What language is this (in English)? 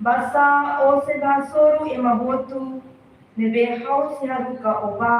Tetum